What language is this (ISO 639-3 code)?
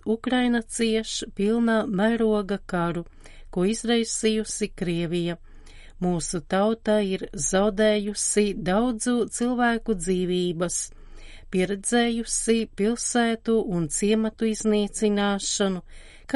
lav